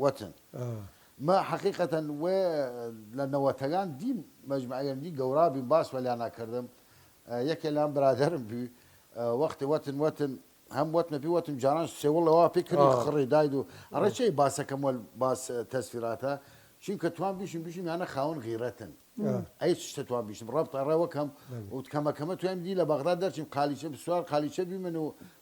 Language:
Southern Kurdish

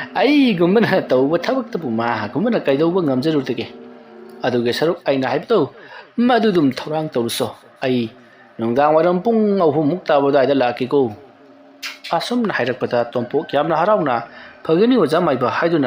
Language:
Manipuri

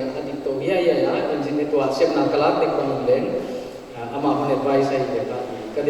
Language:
Paite Chin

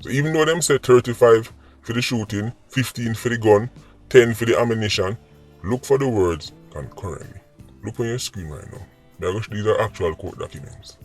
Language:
Jamaican Creole English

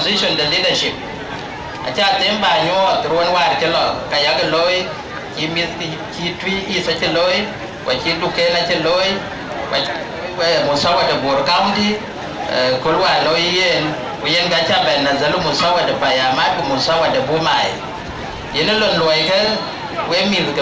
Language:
Dinka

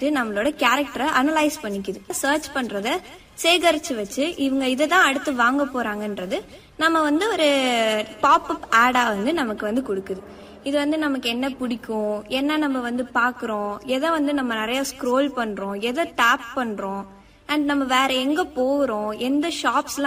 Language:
Tamil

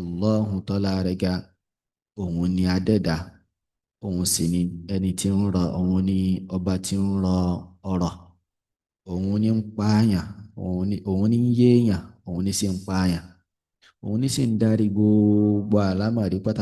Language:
Yoruba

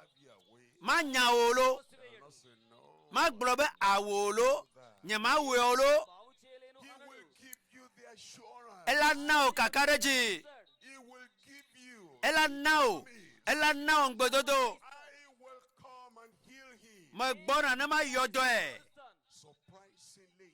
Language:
Ewe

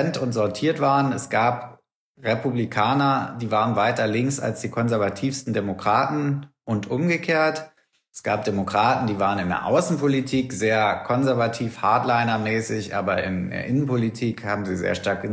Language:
German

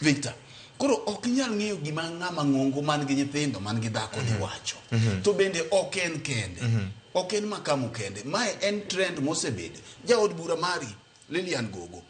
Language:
Luo (Kenya and Tanzania)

